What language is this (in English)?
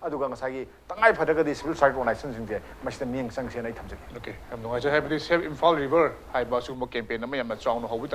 Manipuri